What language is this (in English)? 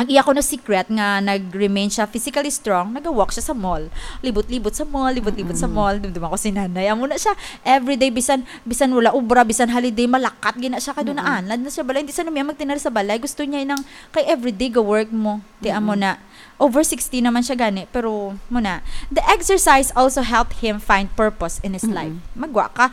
Hiligaynon